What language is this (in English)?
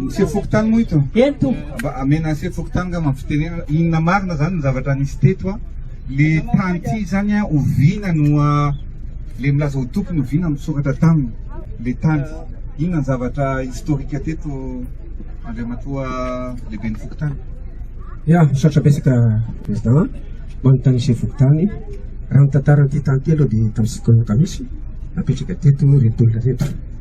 Malagasy